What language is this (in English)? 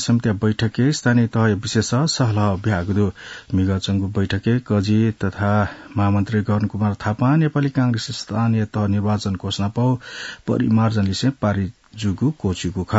Newari